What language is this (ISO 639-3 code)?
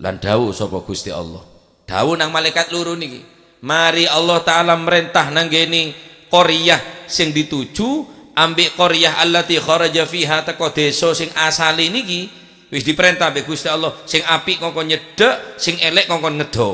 mad